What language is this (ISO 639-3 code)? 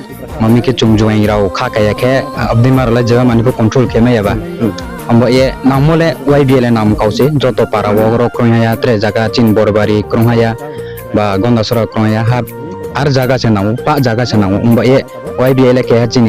ria